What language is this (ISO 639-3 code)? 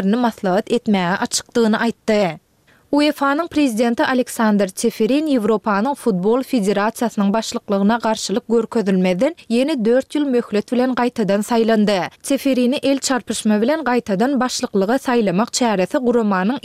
tuk